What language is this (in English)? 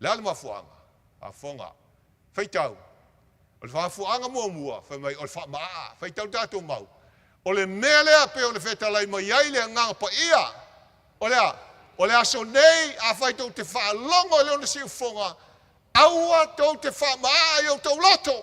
Samoan